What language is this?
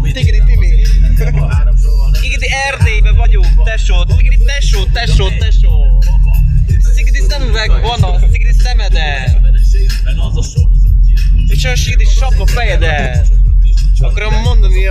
Hungarian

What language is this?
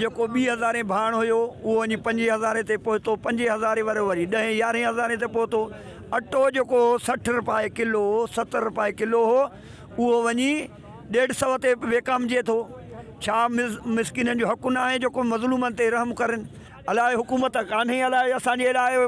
Sindhi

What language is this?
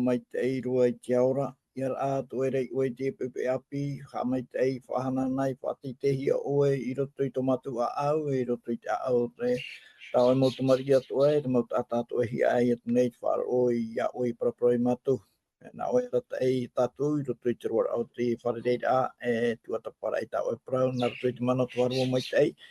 Tahitian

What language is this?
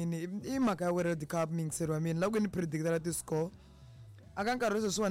Tsonga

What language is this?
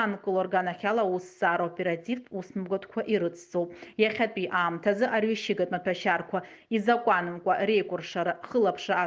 Abkhazian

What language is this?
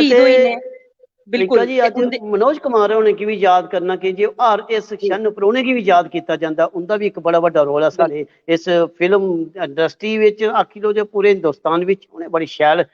Dogri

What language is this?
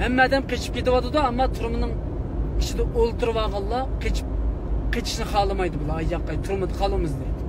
Uyghur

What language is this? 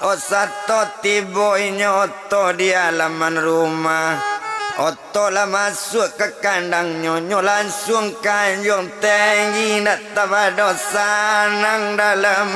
Minangkabau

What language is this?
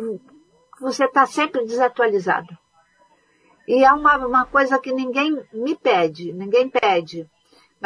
Portuguese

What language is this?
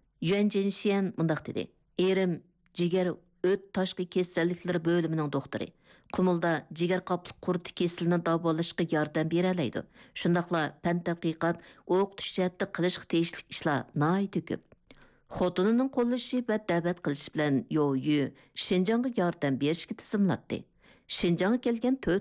Uyghur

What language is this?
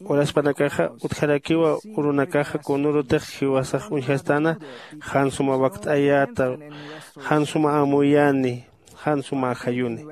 Aymara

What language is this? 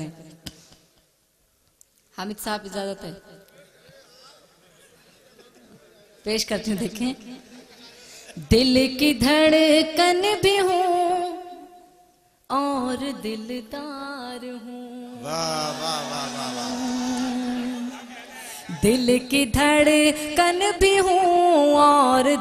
Urdu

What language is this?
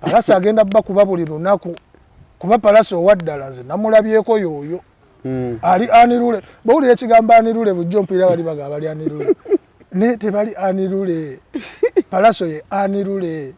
Ganda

